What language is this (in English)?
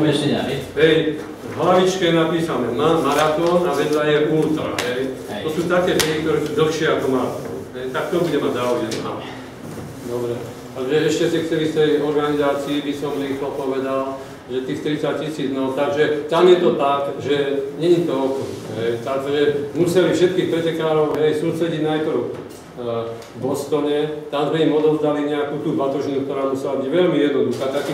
Slovak